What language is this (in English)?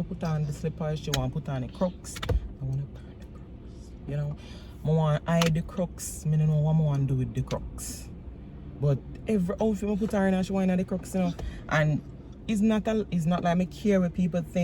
Jamaican Creole English